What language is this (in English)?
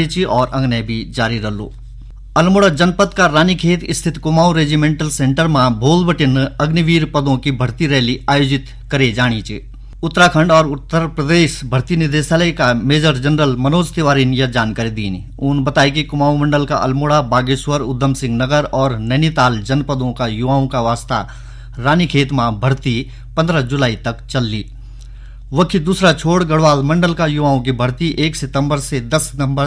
Garhwali